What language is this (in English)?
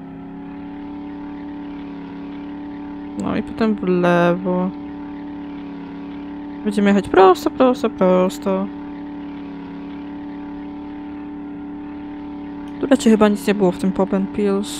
Polish